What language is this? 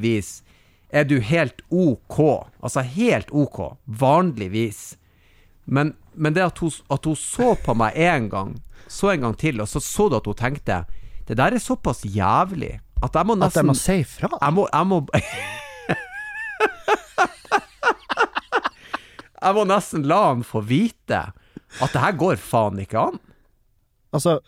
Norwegian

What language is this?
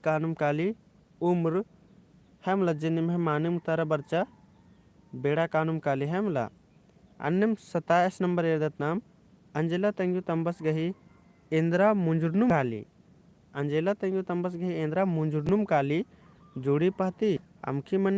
Kurukh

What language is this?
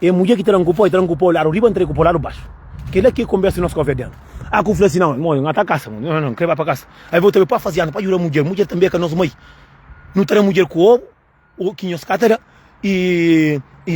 Kabuverdianu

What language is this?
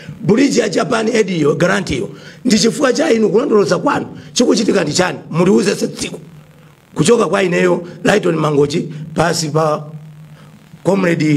Nyanja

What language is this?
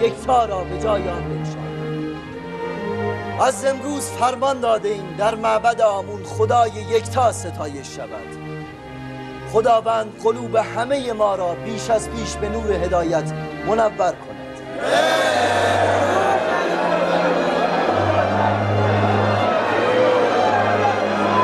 Persian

